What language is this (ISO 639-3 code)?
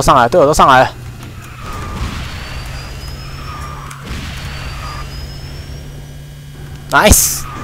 zho